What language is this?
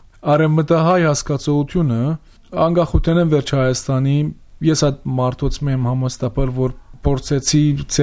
Armenian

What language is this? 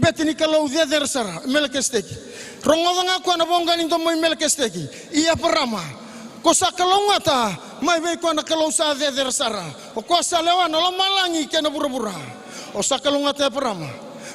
Fijian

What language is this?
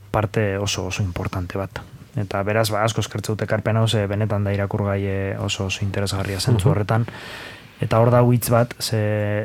Basque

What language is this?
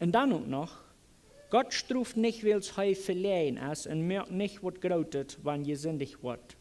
Plautdietsch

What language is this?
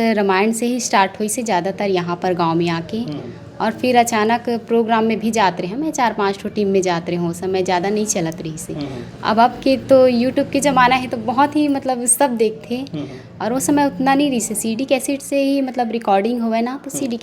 Chhattisgarhi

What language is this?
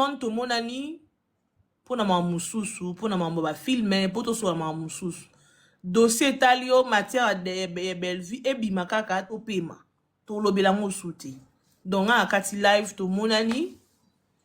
Lingala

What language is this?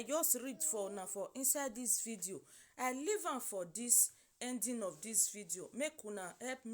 Nigerian Pidgin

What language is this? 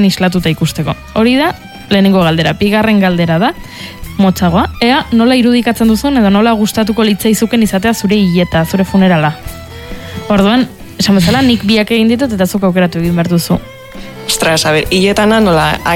Basque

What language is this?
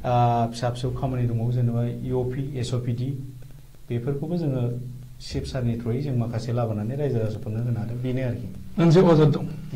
Bodo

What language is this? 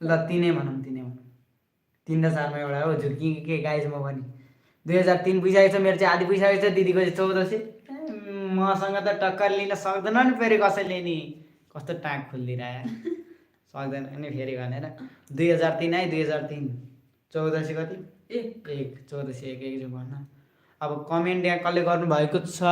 Nepali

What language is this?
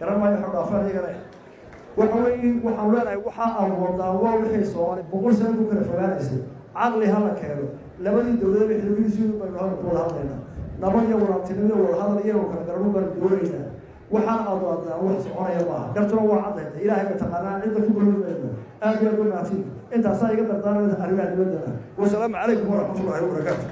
Somali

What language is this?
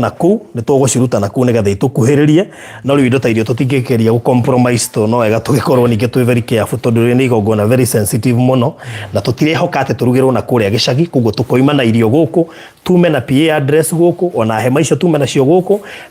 Kikuyu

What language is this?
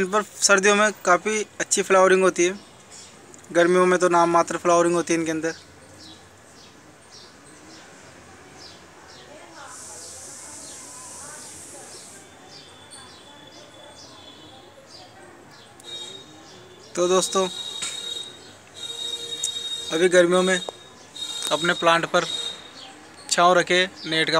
Hindi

